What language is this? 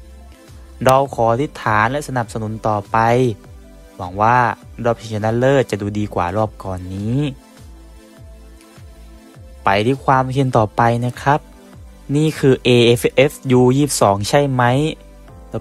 Thai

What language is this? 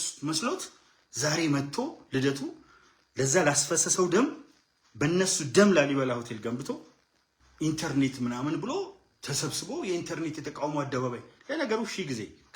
Amharic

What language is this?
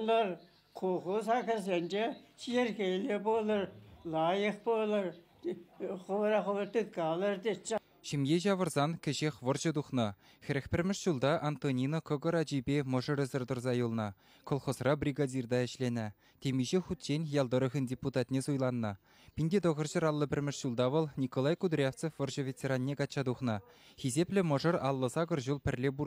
Chuvash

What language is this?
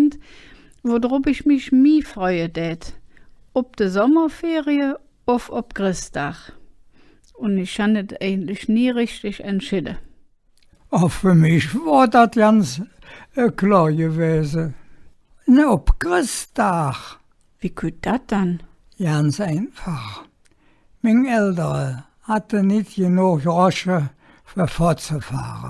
Colognian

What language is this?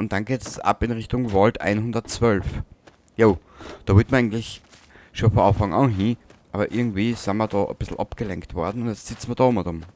Bavarian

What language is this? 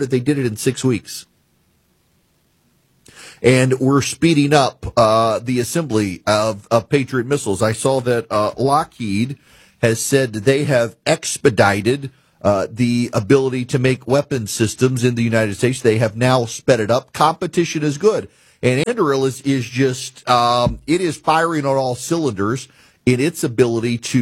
English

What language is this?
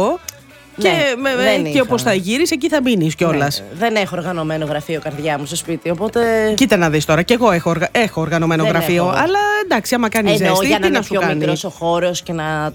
Greek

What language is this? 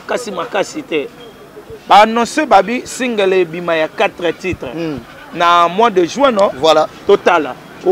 Lingala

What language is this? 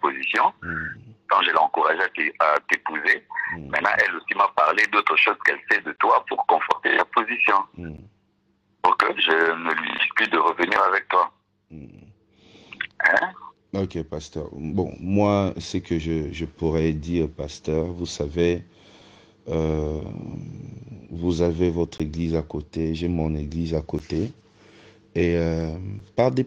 French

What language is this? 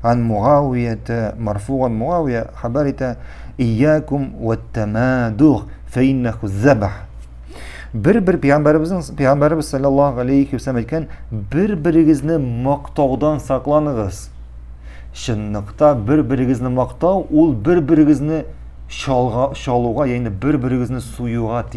Tatar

